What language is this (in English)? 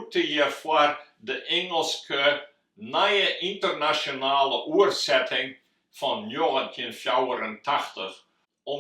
Western Frisian